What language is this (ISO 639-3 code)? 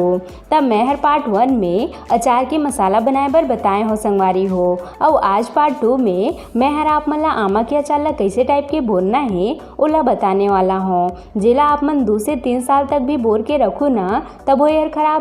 hne